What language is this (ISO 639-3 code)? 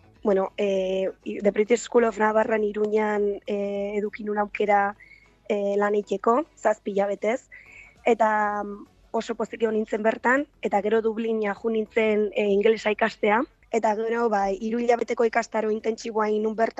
eus